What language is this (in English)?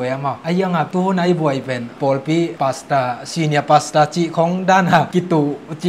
Tedim Chin